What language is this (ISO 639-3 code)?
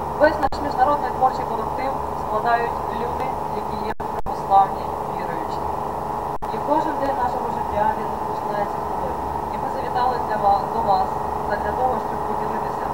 ukr